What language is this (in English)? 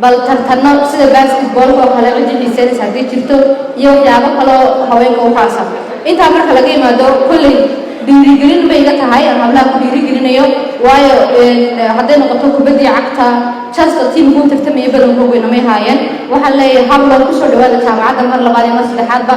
Somali